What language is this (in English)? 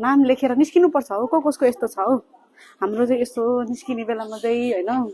Nepali